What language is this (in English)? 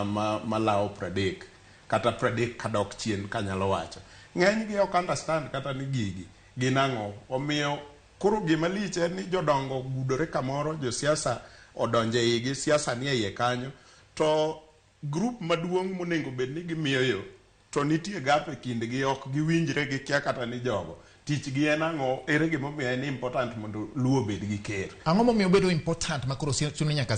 Luo (Kenya and Tanzania)